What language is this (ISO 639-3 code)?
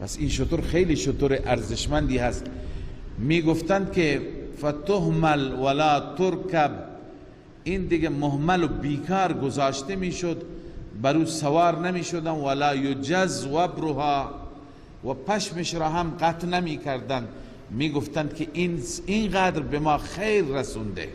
fas